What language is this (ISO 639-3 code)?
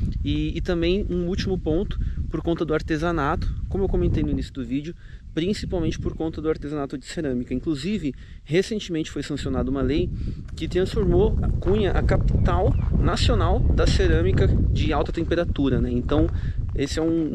por